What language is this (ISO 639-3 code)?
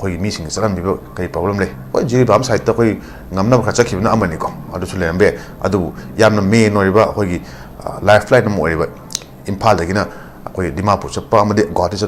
mni